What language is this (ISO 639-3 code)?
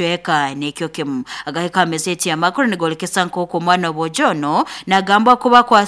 nyo